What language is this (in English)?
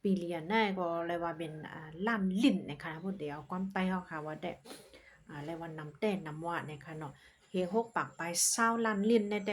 Shan